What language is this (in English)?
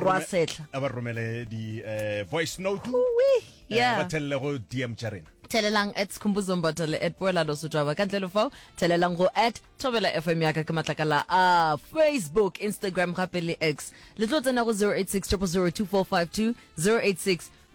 Northern Sotho